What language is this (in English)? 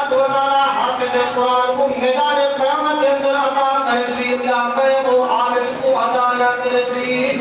Saraiki